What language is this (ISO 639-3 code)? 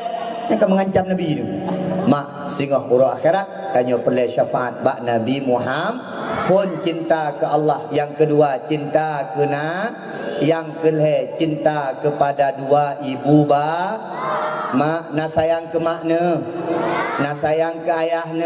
ace